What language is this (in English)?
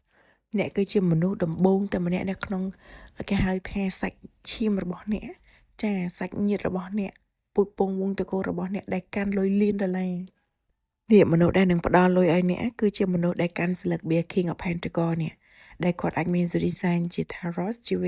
Khmer